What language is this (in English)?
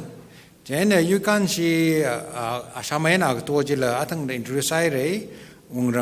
Tangkhul Naga (India)